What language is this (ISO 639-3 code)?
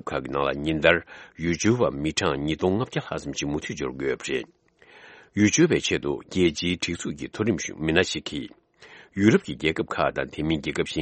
bod